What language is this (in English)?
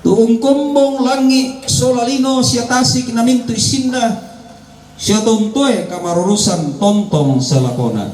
Toraja-Sa'dan